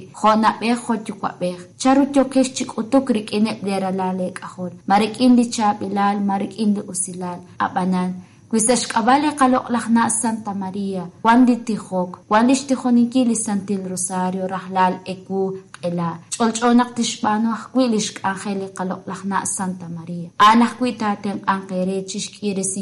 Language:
Kekchí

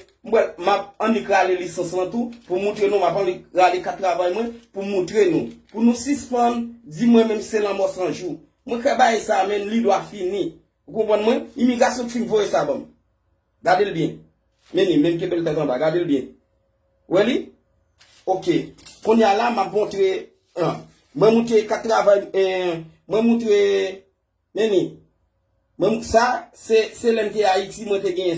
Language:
Haitian Creole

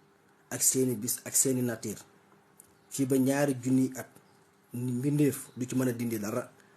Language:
Wolof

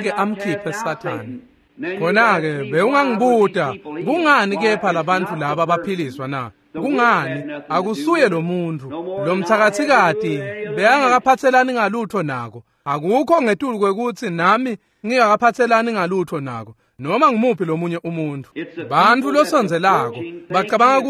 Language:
Swati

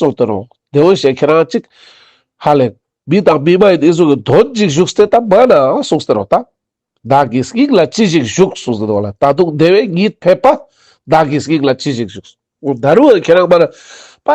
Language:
Ladakhi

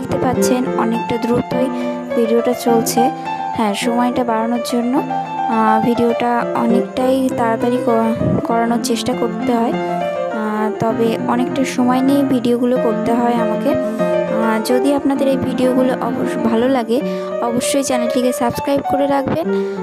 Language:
Bangla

